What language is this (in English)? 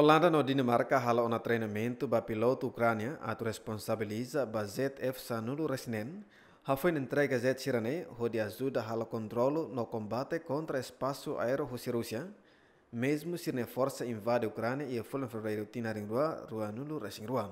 Tetum